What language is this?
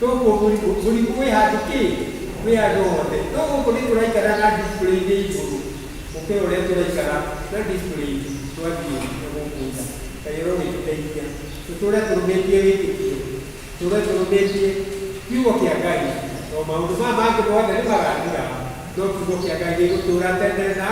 Kikuyu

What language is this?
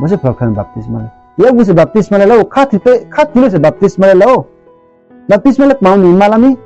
Riang (India)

